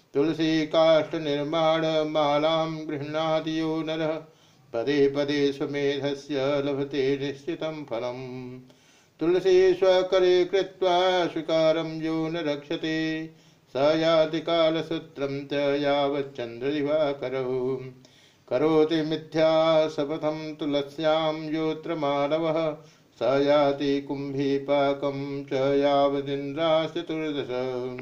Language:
Sanskrit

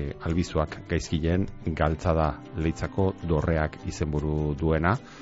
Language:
Basque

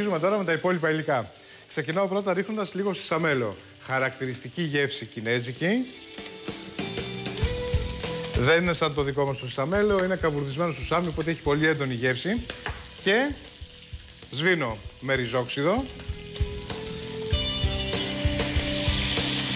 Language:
Greek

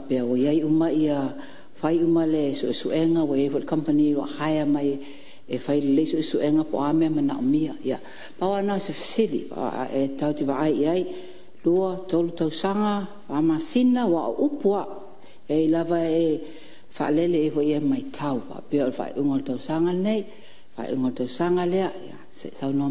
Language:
Samoan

